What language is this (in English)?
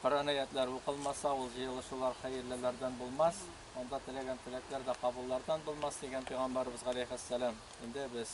Tatar